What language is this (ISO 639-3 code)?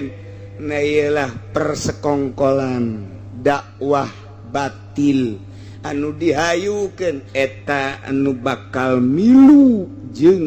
sun